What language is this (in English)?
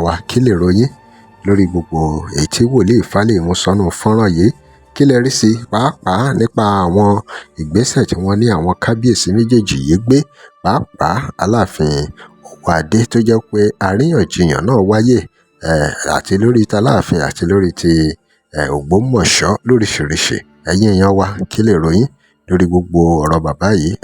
Yoruba